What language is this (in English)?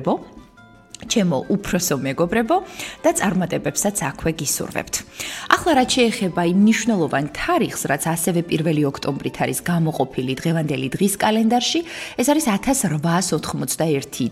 Georgian